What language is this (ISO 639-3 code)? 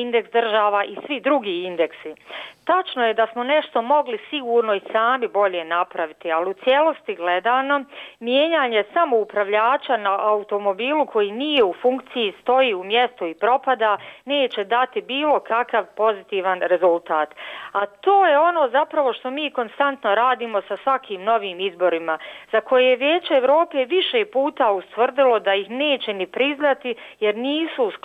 bos